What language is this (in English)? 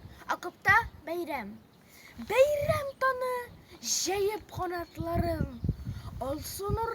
Tatar